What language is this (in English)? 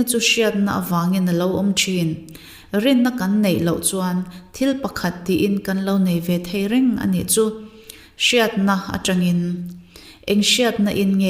Mizo